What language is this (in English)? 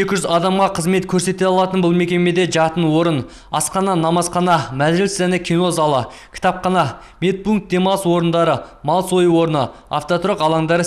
Kazakh